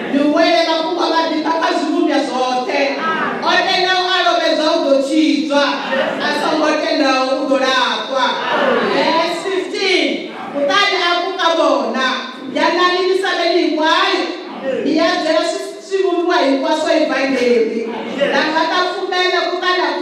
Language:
Venda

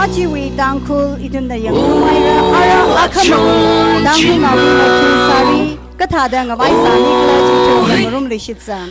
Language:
Tangkhul Naga (India)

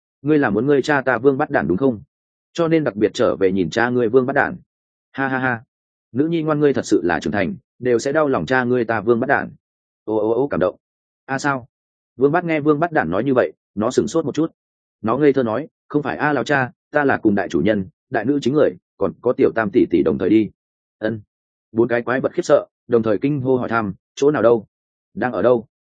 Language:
Vietnamese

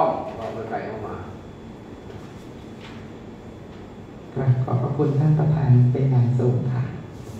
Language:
Thai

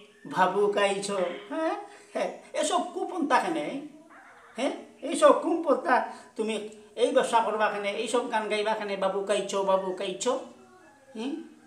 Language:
Sylheti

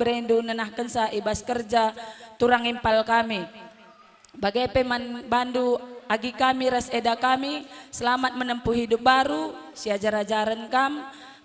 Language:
Batak Karo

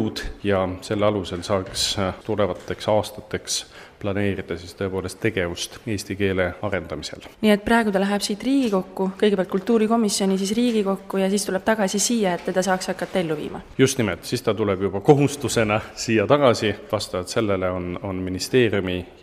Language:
Estonian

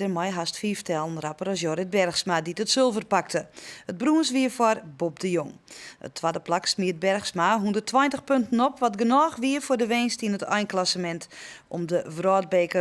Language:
Western Frisian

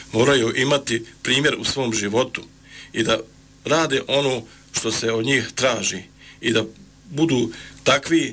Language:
Bosnian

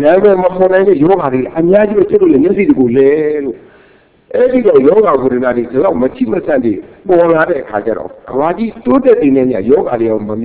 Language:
Burmese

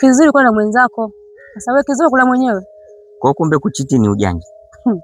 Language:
Swahili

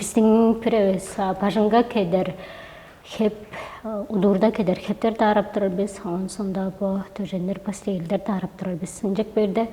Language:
Tuvinian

